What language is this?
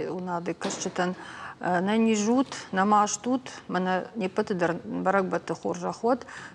Ossetic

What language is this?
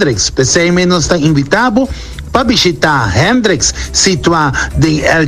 Papiamento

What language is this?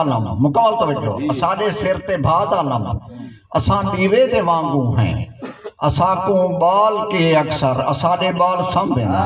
Saraiki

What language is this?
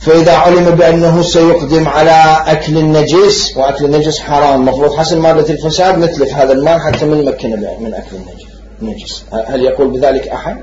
Mesopotamian Arabic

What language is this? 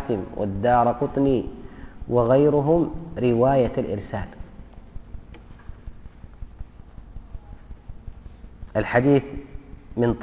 Arabic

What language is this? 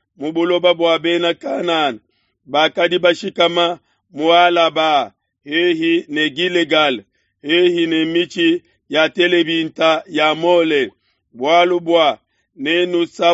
Luba-Lulua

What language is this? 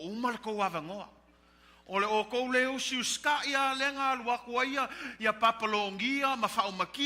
Samoan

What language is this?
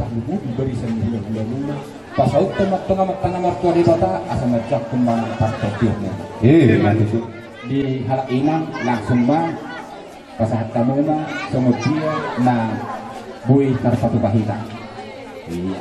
Batak Toba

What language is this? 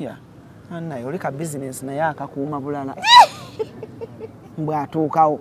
Ganda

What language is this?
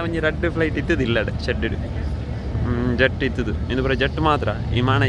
Tulu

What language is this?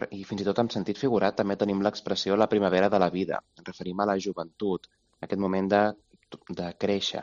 Catalan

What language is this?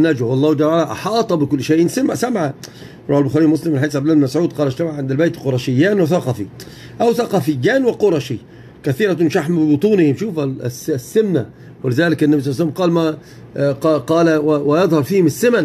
Arabic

